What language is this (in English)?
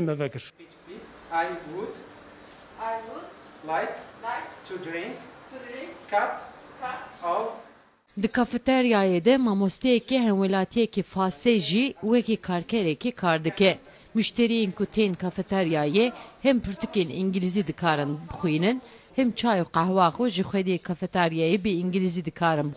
Kurdish